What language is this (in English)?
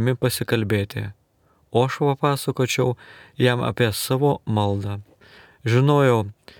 Lithuanian